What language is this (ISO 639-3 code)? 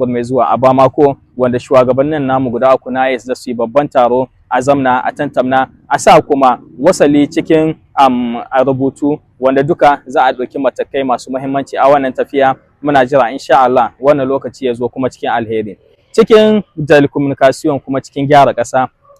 hau